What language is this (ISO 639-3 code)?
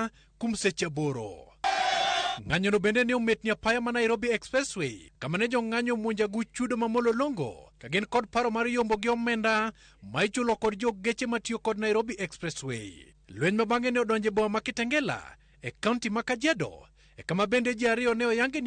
luo